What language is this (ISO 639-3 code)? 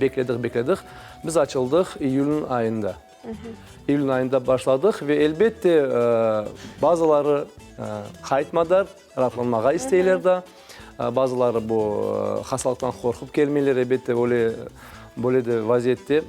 crh